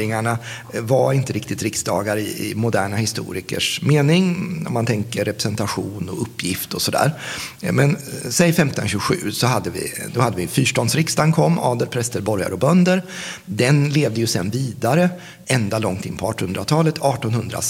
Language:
Swedish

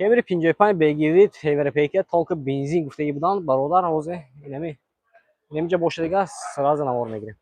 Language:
Tajik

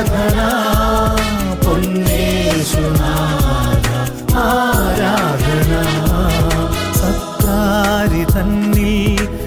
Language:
Malayalam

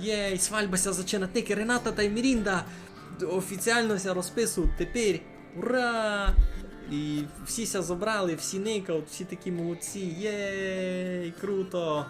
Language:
Rusyn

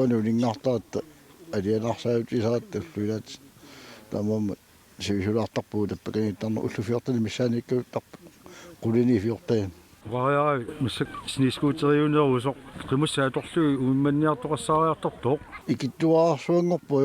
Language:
Kalaallisut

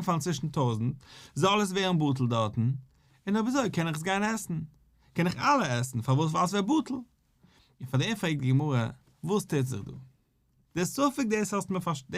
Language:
Yiddish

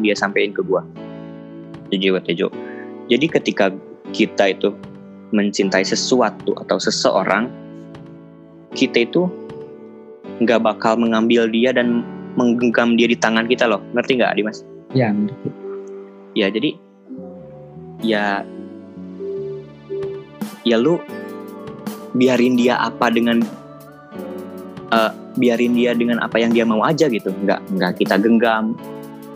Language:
Indonesian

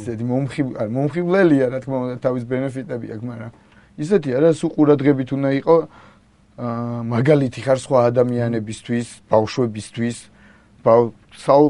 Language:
Georgian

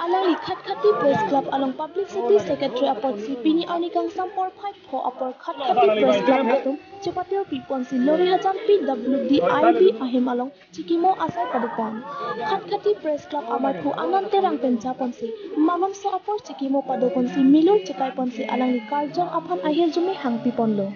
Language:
Karbi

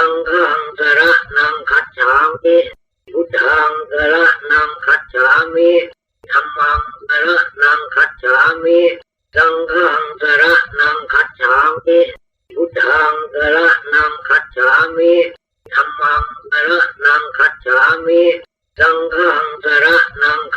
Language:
Pali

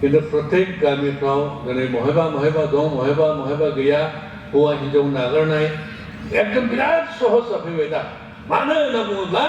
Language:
Bodo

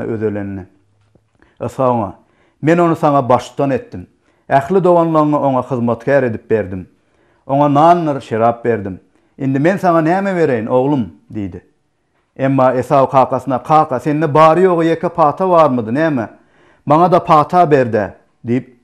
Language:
Turkmen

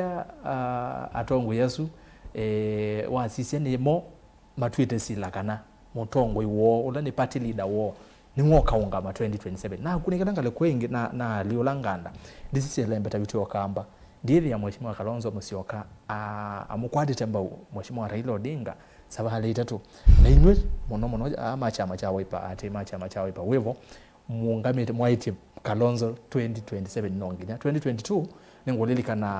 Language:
Kamba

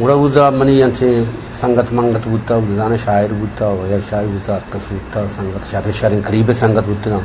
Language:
Eastern Balochi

